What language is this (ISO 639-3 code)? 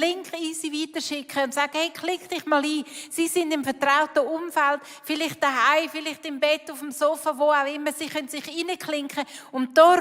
gsw